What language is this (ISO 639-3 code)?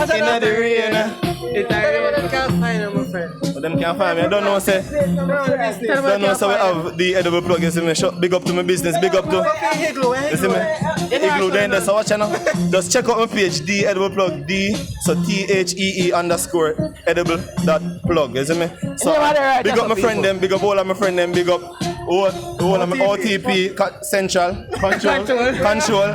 jam